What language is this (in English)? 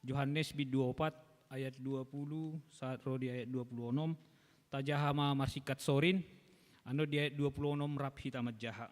Batak Toba